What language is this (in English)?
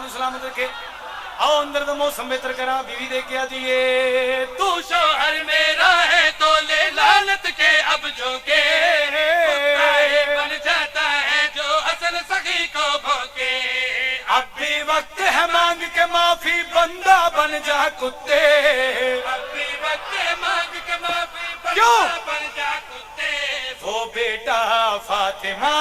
Pahari-Potwari